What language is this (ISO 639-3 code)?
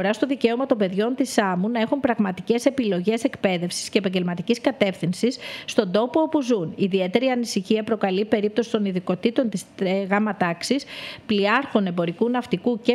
ell